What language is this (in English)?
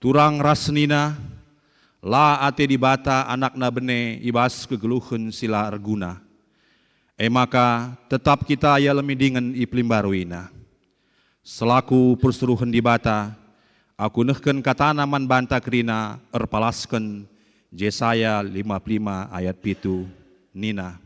Batak Karo